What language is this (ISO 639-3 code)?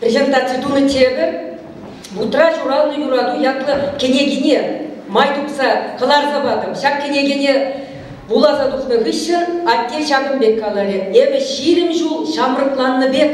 chv